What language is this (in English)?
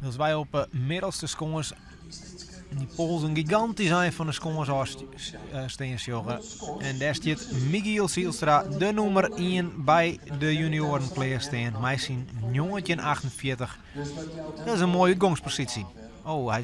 Western Frisian